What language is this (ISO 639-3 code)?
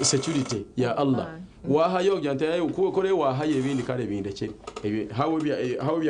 nyn